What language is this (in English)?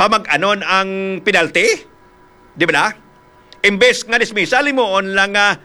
Hiligaynon